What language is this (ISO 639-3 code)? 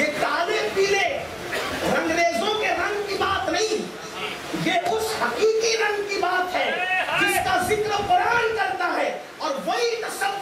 urd